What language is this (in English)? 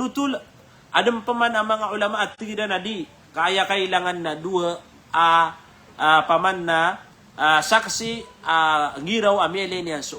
Maranao